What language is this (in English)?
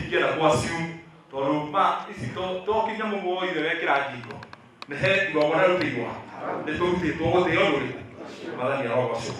Kikuyu